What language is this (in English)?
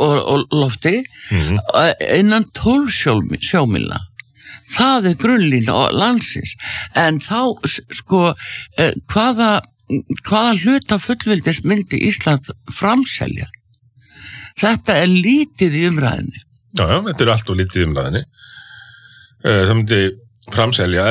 Icelandic